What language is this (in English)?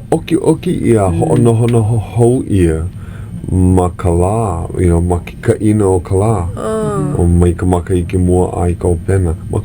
Hawaiian